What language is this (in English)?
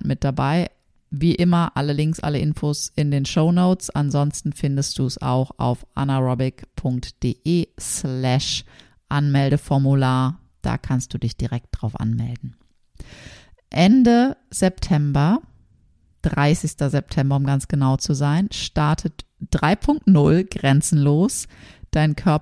German